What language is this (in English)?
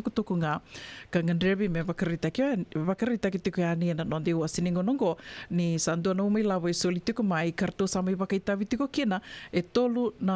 Fijian